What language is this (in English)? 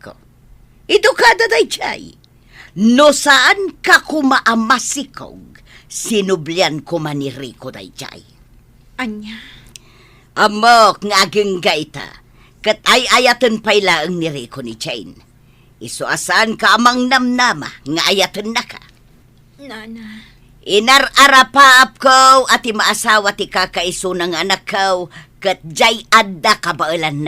Iloko